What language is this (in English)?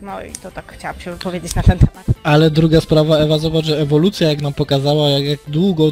Polish